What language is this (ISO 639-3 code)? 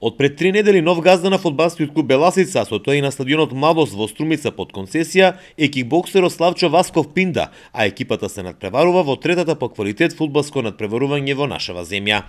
mkd